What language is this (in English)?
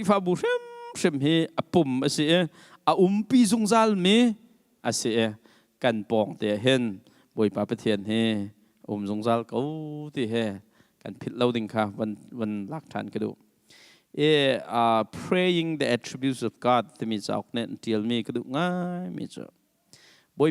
Hakha Chin